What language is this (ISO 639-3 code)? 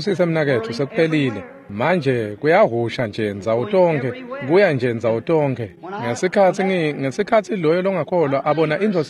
ssw